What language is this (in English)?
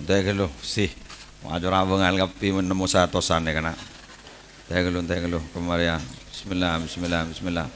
Madurese